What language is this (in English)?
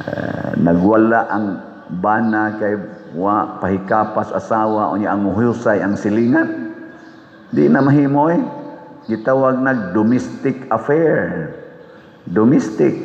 Cebuano